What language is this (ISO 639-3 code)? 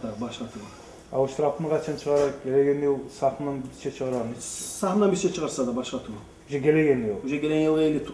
kum